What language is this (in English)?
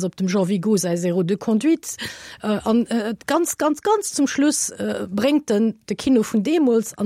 Luxembourgish